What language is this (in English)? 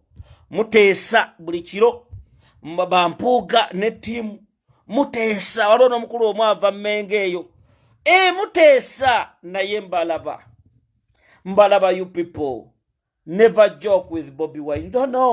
Ganda